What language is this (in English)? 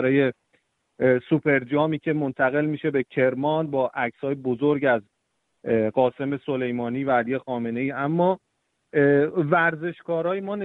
Persian